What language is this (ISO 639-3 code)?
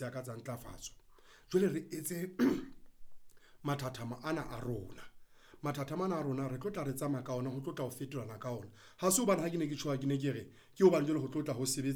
sot